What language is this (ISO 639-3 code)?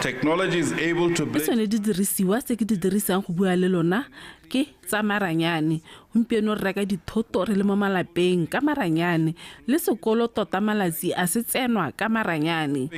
tsn